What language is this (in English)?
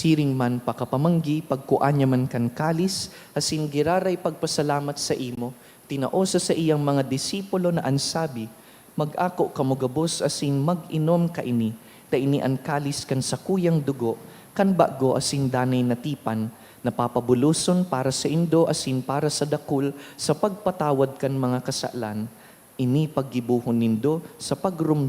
Bikol